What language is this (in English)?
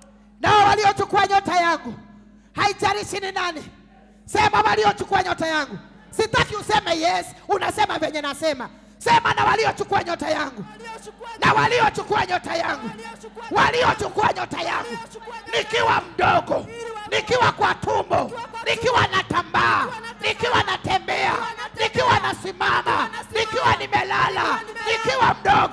Swahili